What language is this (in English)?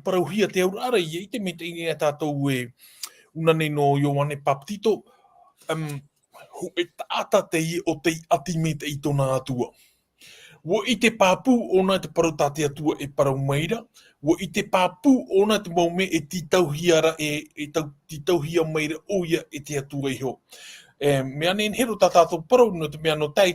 Tahitian